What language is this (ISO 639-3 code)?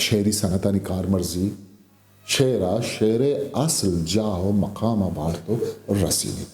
bgp